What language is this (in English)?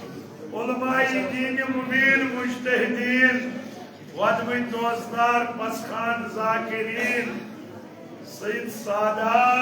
Kashmiri